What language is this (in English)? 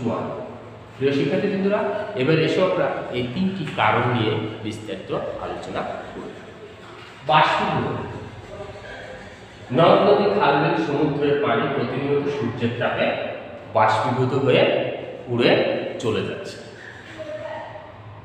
Bangla